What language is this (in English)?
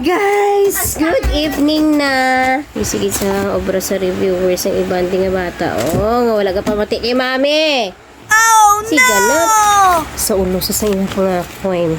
Hiligaynon